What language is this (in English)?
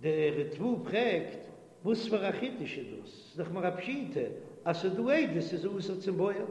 Yiddish